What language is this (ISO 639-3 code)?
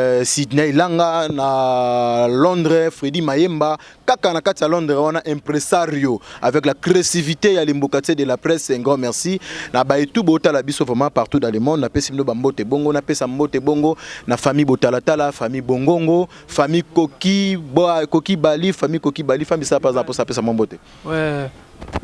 lin